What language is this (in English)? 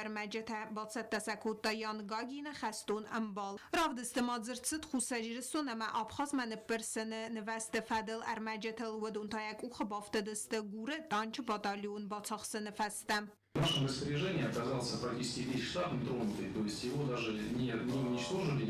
Ossetic